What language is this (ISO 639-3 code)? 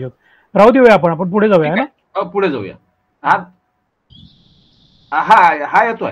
mar